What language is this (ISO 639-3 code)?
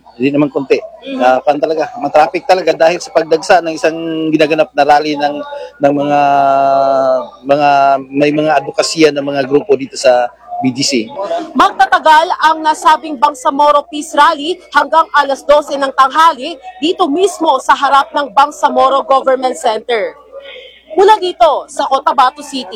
fil